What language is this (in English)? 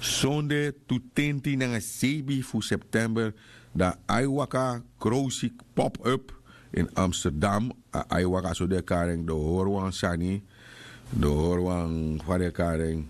Sranan Tongo